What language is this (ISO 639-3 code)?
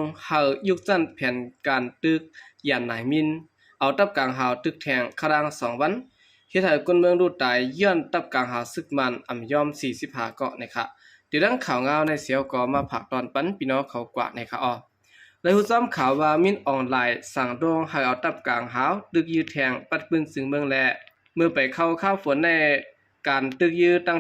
shn